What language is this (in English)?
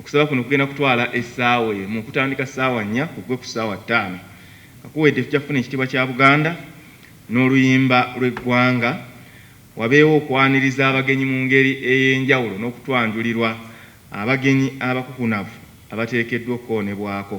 Ganda